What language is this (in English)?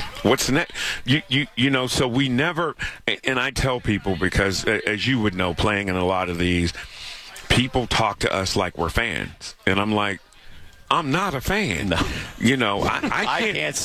English